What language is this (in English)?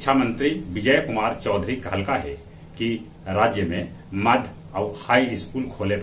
Magahi